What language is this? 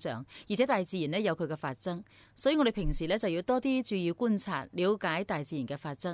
Cantonese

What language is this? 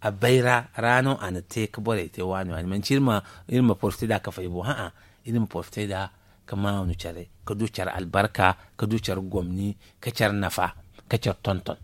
Zarma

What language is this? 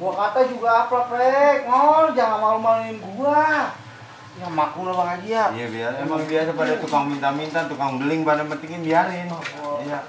Betawi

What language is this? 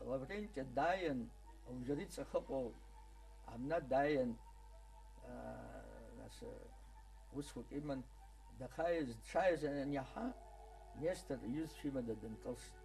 Abkhazian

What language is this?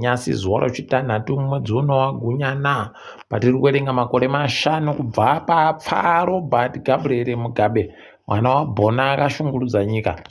Ndau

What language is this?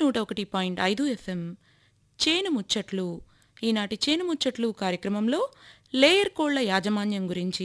Telugu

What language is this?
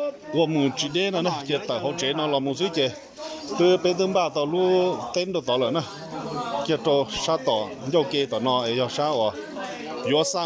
Hmong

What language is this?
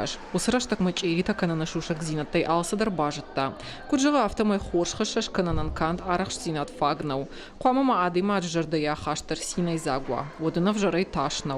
Ossetic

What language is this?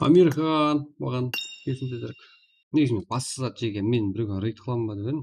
Kara-Kalpak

